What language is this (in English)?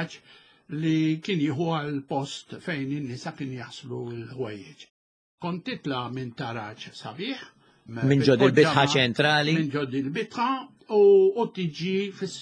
Maltese